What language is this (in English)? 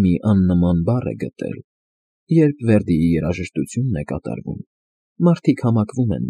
Armenian